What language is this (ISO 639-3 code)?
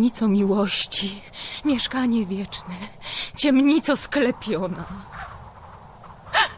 pol